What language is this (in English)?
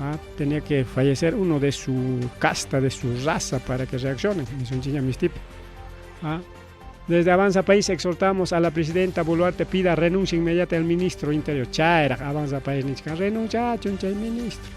Ayacucho Quechua